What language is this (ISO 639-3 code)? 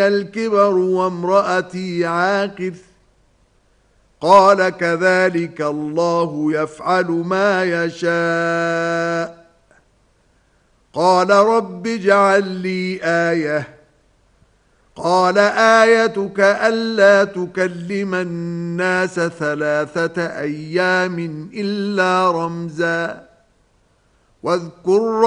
ara